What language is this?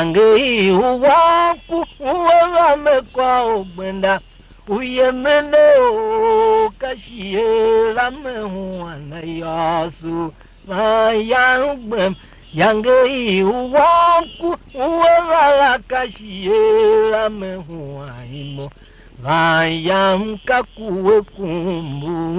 Tiv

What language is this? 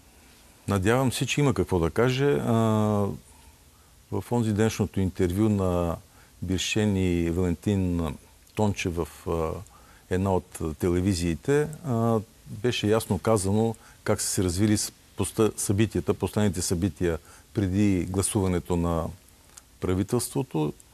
Bulgarian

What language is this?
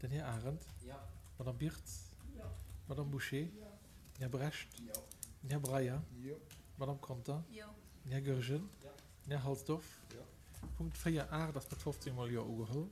Luxembourgish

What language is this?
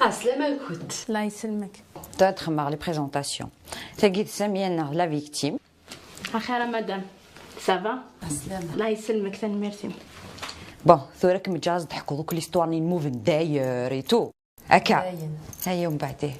Kabyle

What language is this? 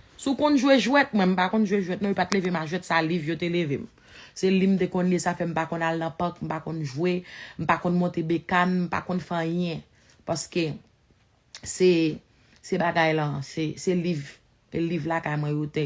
Haitian Creole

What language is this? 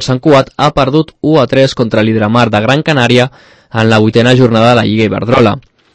Catalan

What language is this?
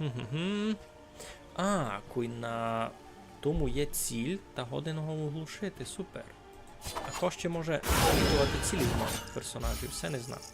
Rusyn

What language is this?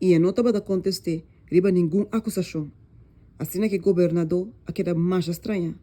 Papiamento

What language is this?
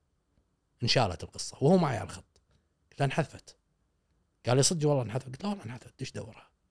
Gulf Arabic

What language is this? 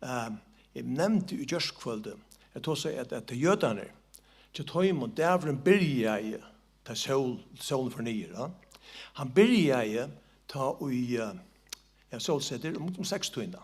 Faroese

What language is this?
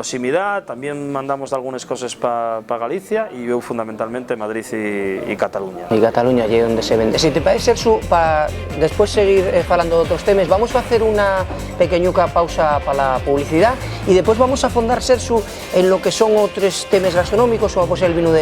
Asturian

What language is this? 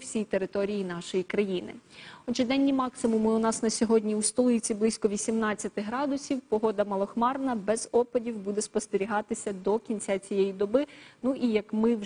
Ukrainian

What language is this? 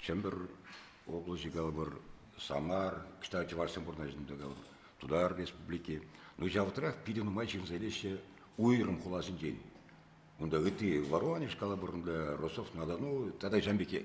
Chuvash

